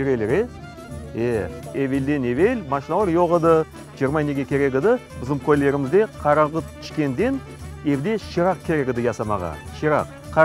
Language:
Crimean Tatar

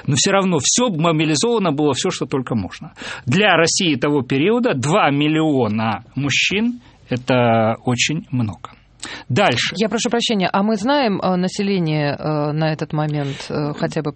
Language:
Russian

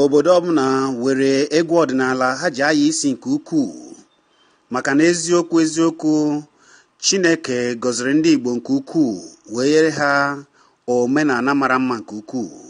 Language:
Igbo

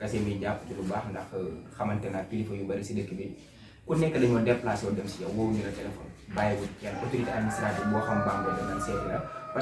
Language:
Wolof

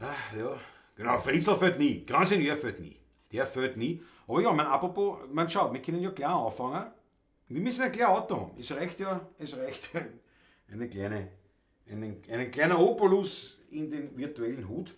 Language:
Bavarian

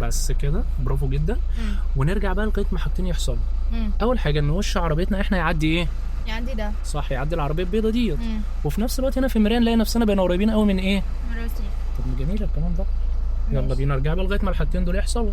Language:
Egyptian Arabic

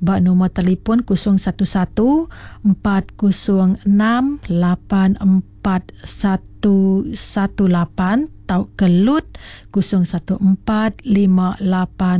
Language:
Iban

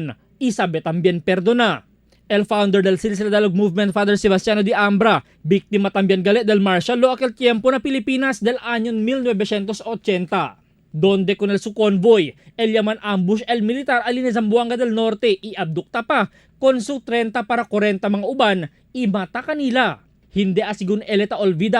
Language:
Chavacano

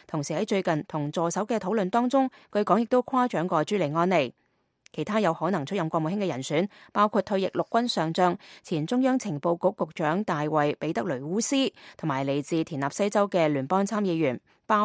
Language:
Cantonese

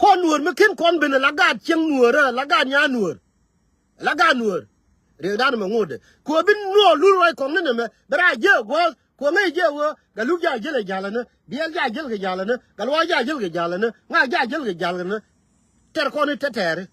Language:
Nuer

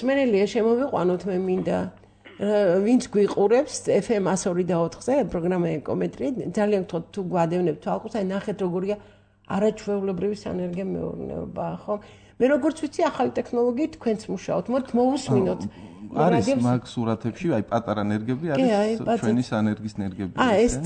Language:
Georgian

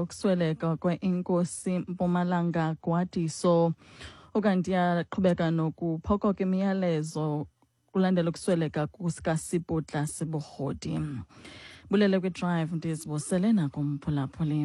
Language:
Xhosa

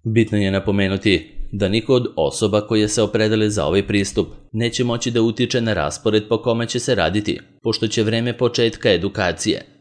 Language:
Serbian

